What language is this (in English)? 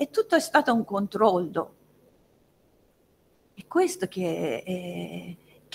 Italian